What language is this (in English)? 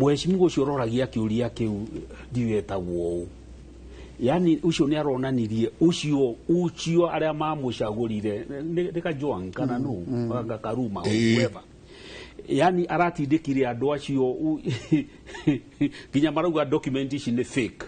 Kikuyu